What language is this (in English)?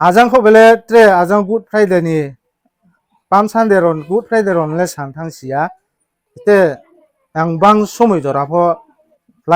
Riang (India)